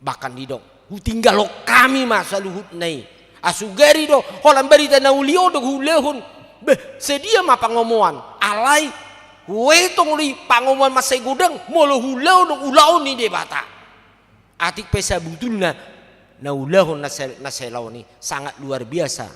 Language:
Batak Toba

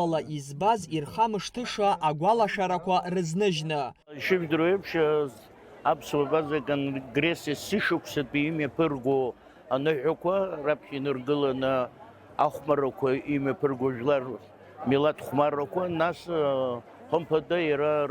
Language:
Abkhazian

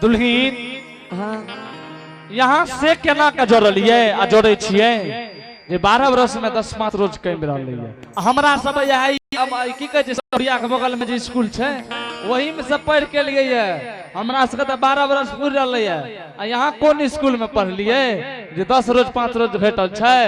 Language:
Angika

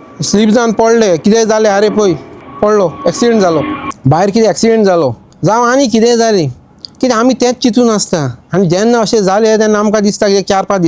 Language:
Konkani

